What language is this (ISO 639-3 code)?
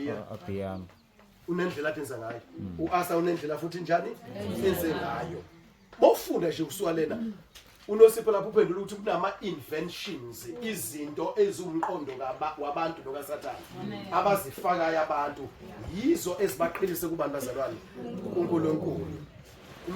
zul